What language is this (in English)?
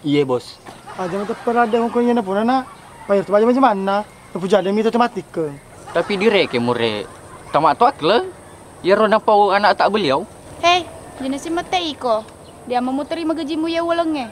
Buginese